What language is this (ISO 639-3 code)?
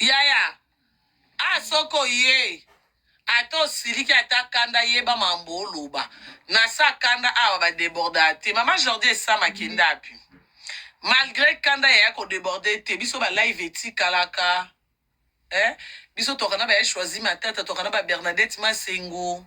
lin